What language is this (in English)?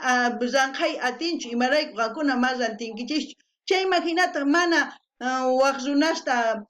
South Bolivian Quechua